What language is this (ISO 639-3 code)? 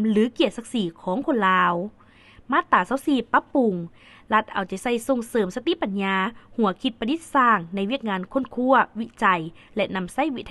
lao